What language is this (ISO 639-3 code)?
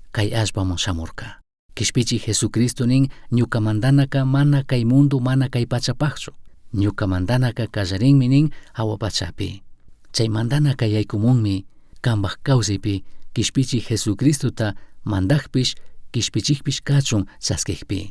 qug